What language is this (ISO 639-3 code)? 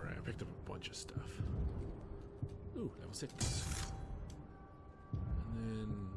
eng